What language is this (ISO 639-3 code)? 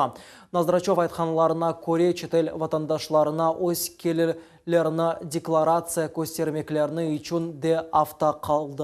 crh